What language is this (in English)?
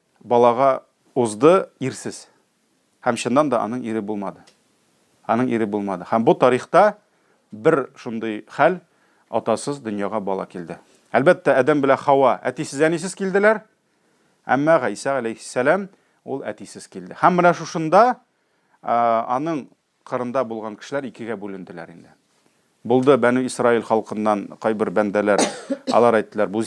Tatar